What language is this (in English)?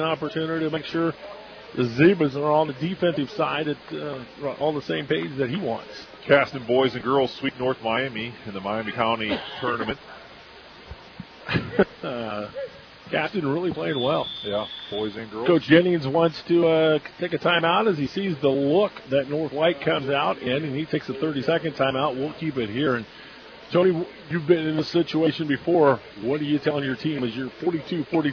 English